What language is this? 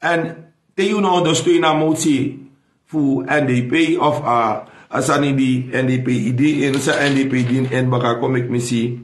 Sranan Tongo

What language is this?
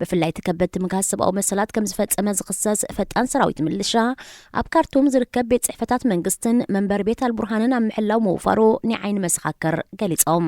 Tigrinya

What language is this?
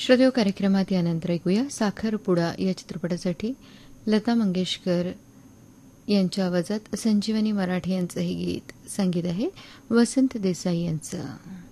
Marathi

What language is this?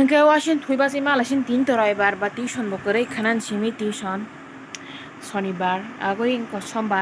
Kok Borok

